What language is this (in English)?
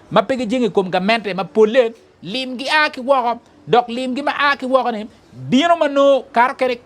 Acoli